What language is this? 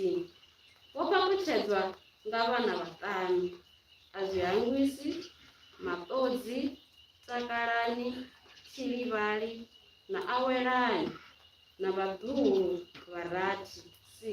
Venda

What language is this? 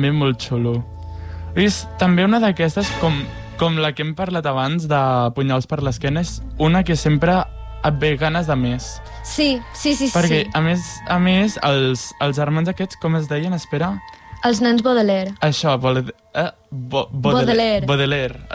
Catalan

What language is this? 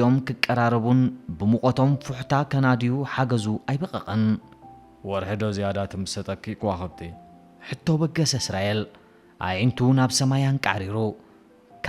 Tigrinya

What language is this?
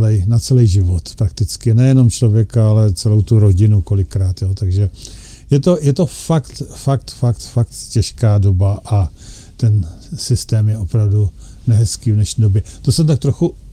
Czech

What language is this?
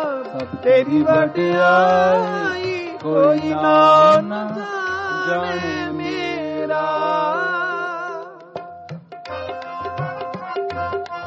Punjabi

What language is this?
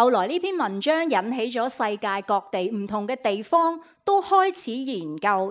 Cantonese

